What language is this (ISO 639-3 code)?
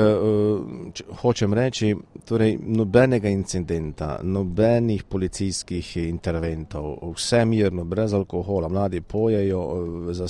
slv